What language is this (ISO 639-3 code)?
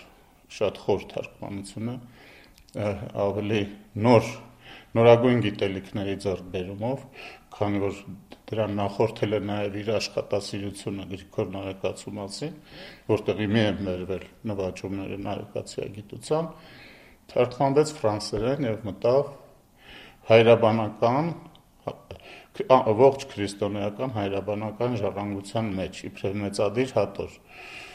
hye